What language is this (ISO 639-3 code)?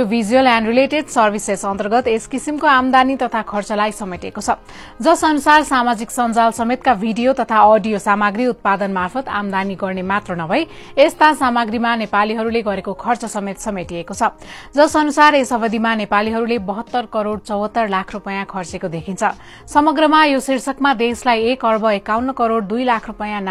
nep